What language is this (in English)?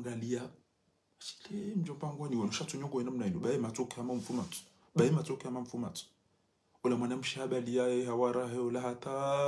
Ngazidja Comorian